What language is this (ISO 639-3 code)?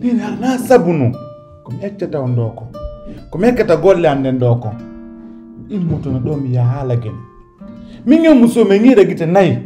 fuf